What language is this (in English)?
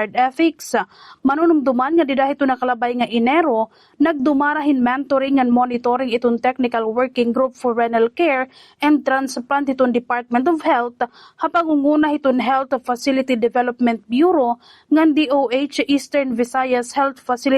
Waray